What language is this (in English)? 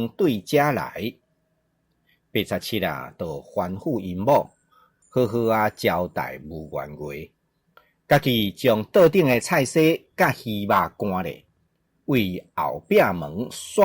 Min Nan Chinese